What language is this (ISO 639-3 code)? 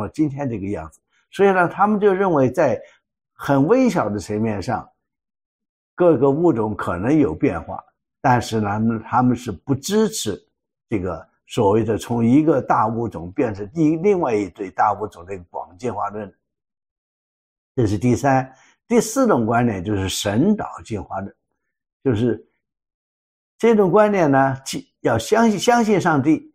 zho